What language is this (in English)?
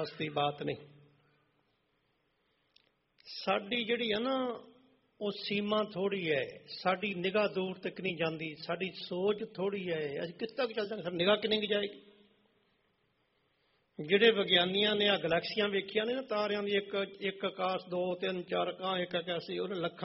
Punjabi